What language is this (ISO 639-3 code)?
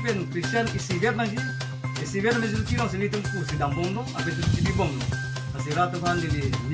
mjw